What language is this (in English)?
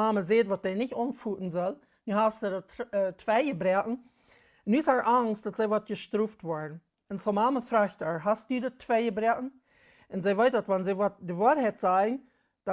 Plautdietsch